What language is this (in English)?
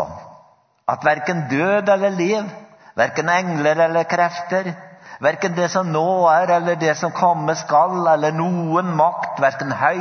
Norwegian